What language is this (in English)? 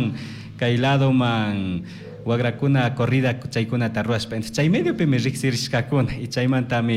Chimborazo Highland Quichua